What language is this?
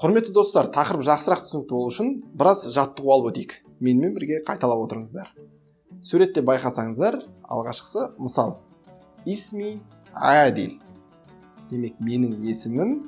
Kazakh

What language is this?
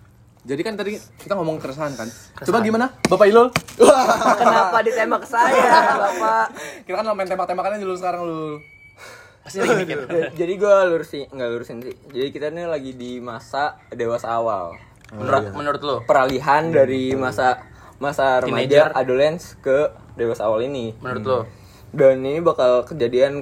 Indonesian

